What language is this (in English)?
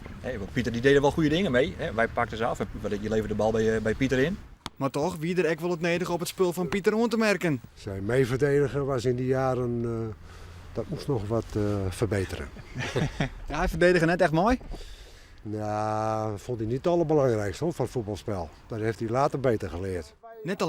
Western Frisian